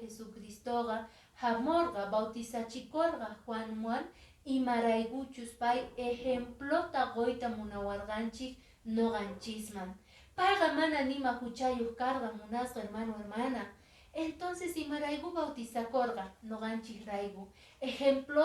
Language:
Quechua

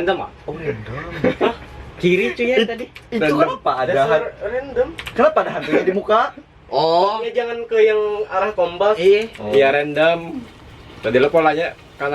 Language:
Banjar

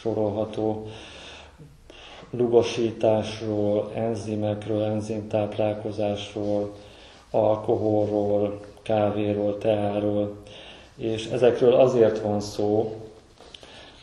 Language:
Hungarian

